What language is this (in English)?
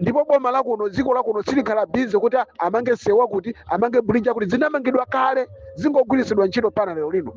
Nyanja